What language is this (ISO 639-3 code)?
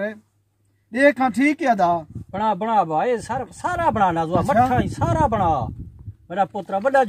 skr